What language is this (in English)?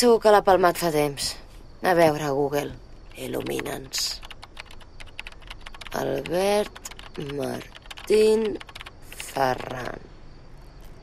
Catalan